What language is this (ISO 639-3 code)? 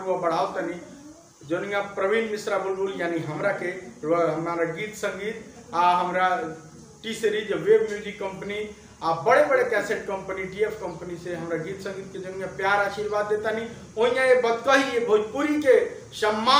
bho